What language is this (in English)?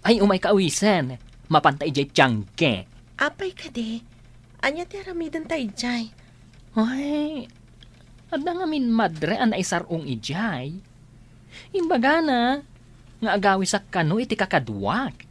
Iloko